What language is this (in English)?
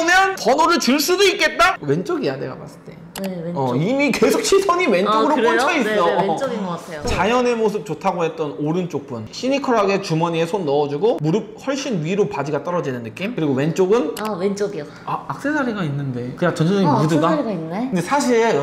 Korean